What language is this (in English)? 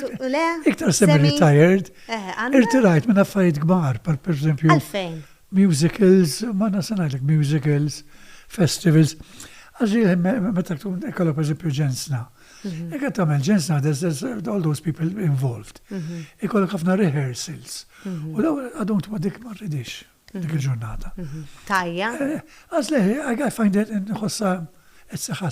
Maltese